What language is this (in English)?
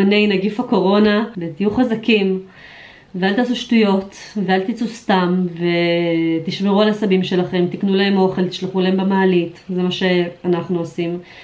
Hebrew